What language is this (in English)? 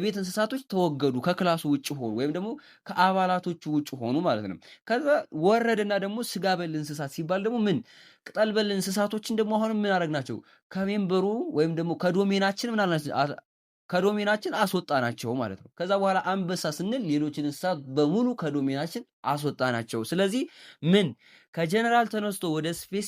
Amharic